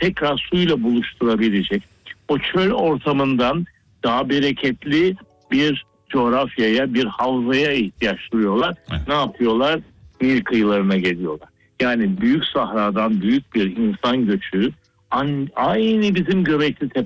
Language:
Turkish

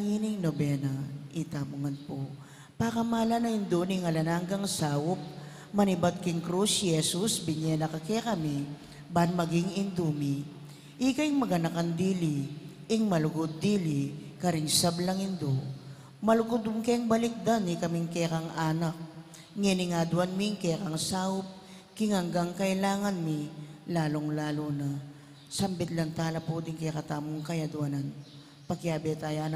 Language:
Pampanga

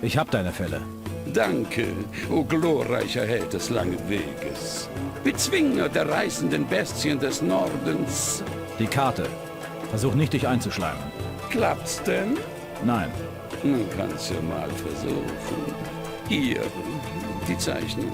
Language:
Bavarian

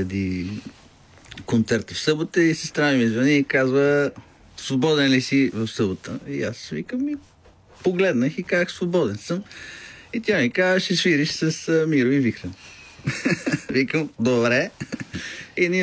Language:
Bulgarian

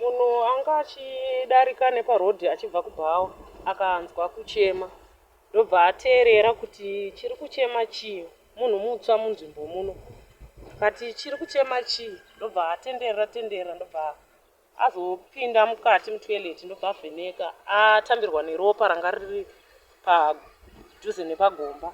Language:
Shona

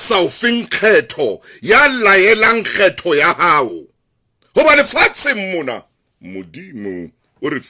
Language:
Southern Sotho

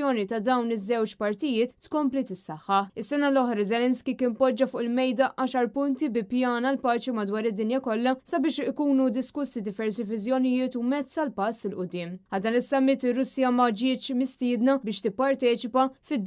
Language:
Maltese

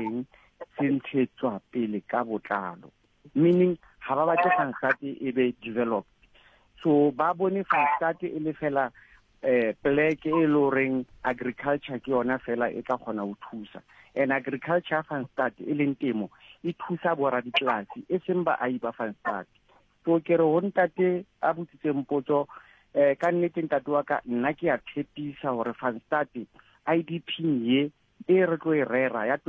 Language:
Southern Sotho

